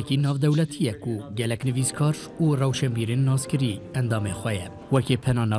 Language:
Kurdish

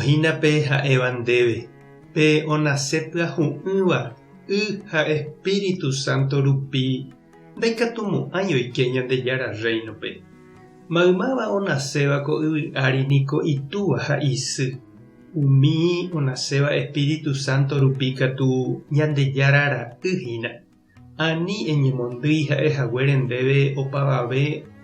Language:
Guarani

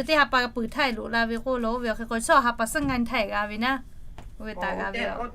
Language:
Lahu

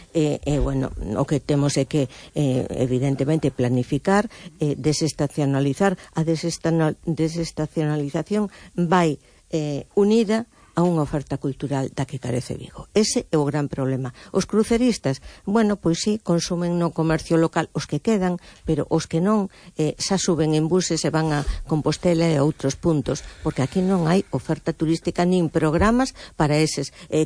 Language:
Galician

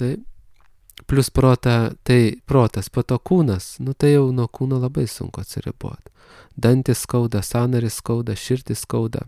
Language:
Lithuanian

